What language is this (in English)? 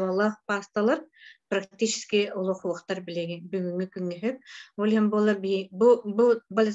Yakut